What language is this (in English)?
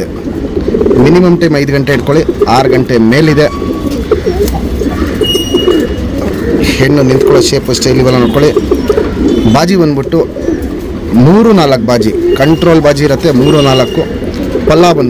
Kannada